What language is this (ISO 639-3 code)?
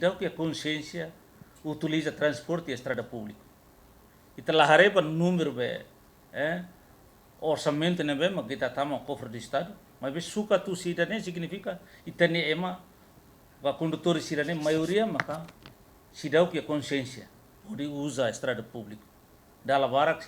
tet